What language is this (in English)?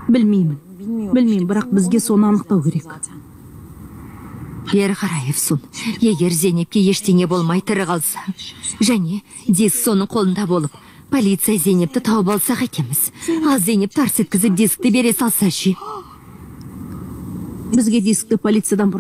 Kazakh